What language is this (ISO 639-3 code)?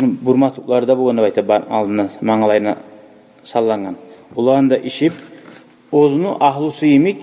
kum